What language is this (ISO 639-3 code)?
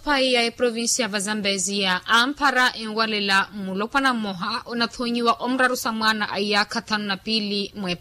vmw